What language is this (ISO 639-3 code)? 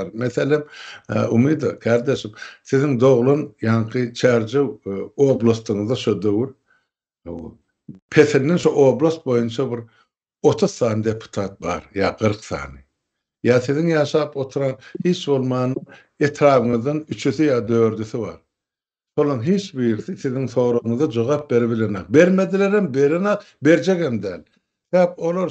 tuk